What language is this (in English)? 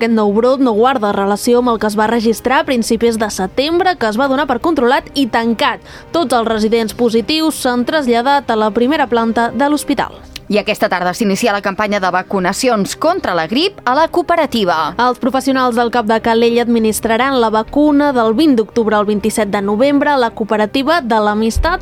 Catalan